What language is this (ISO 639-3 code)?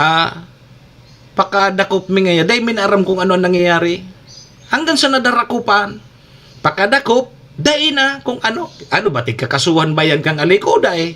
bik